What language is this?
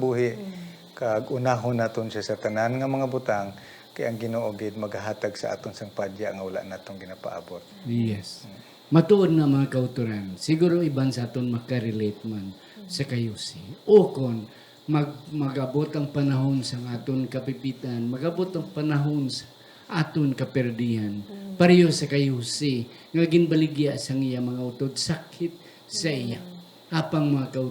Hiligaynon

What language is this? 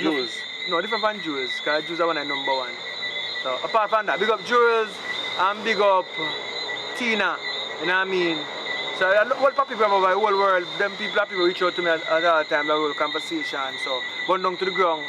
Jamaican Creole English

